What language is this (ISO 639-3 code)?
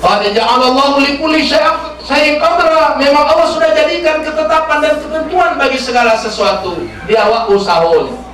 min